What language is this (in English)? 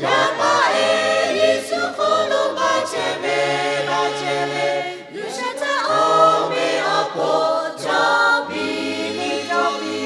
Lahu